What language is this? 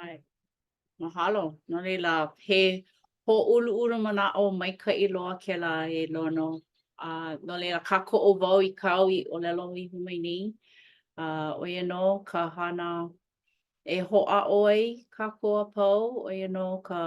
Hawaiian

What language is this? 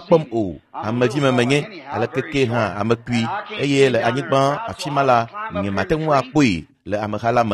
Ewe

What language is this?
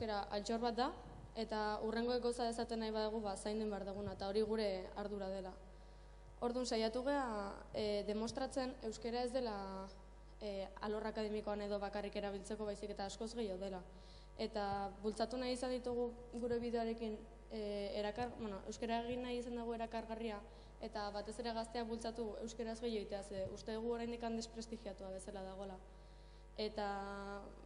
Basque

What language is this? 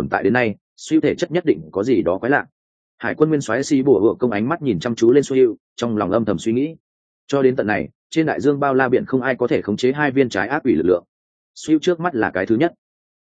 Vietnamese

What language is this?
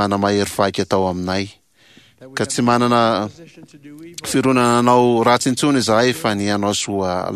Malagasy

